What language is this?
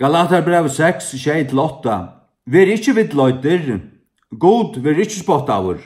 Faroese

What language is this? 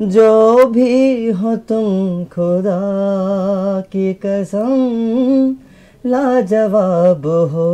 Kok Borok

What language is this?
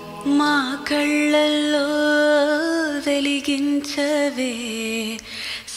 Telugu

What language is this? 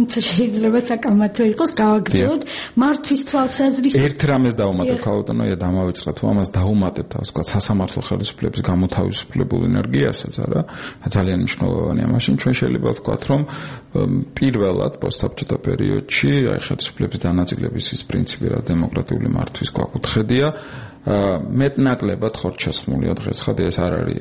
Georgian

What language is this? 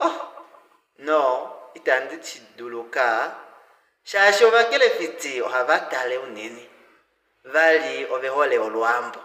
Kuanyama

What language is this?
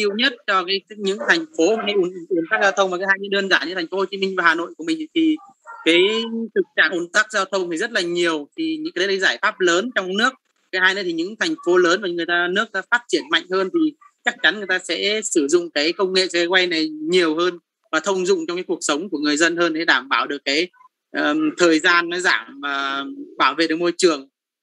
Vietnamese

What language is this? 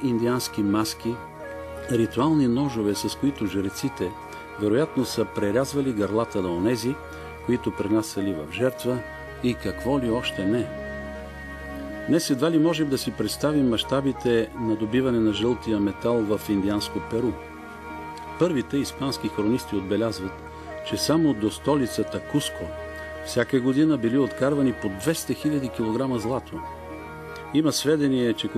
Bulgarian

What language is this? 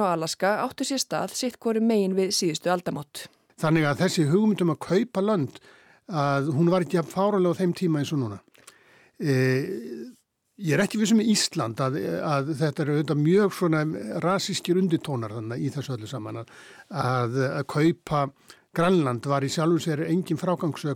Icelandic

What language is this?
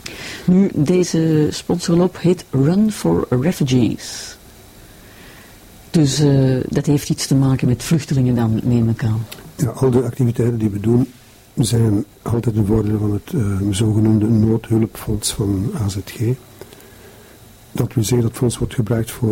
Dutch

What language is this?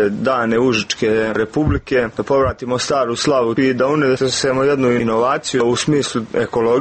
Serbian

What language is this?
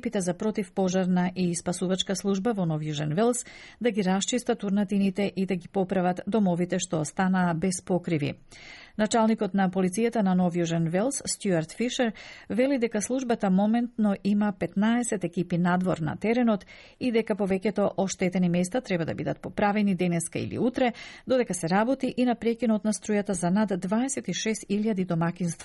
Macedonian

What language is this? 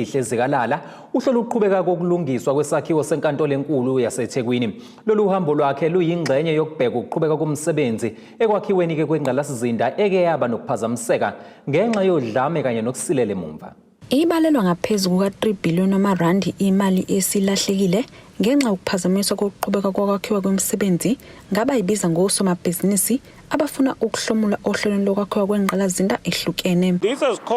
Zulu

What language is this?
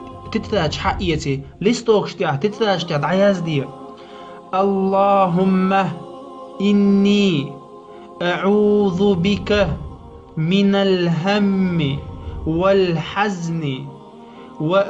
Chechen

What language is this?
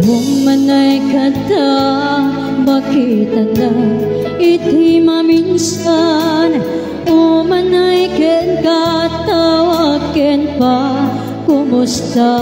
Iloko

